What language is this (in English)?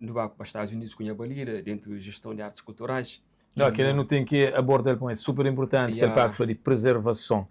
Kabuverdianu